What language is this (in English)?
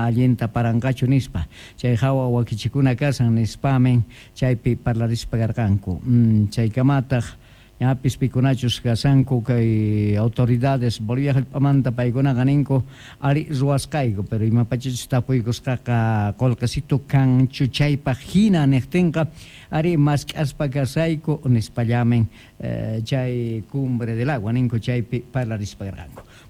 South Bolivian Quechua